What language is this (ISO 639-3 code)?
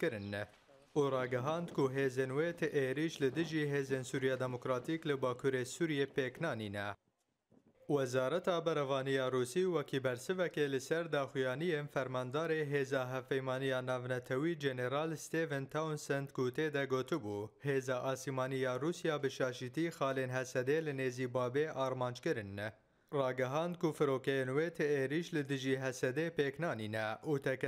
kur